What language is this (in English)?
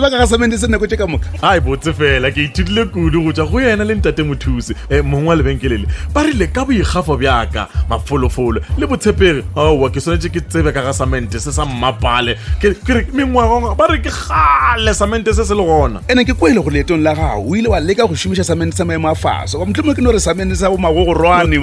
Northern Sotho